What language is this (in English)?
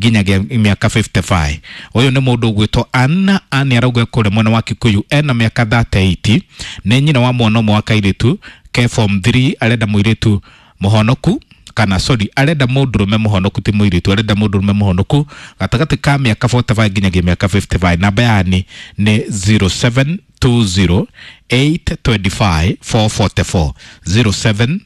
Kikuyu